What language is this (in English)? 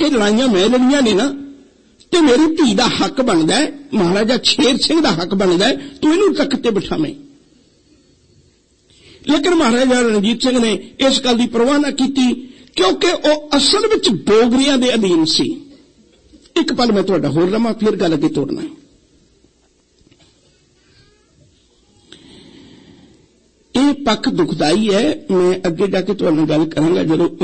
Punjabi